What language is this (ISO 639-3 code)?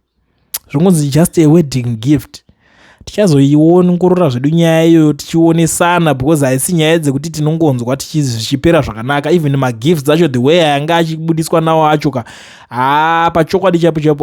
sna